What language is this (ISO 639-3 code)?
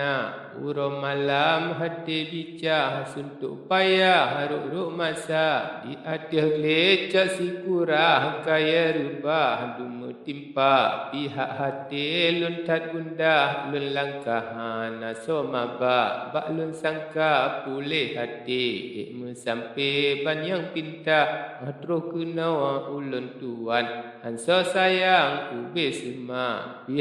ace